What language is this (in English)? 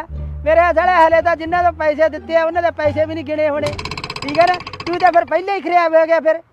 Punjabi